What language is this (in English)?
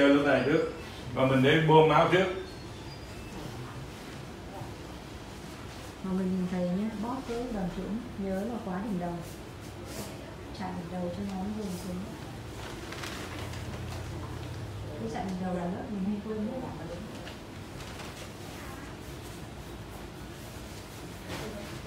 Vietnamese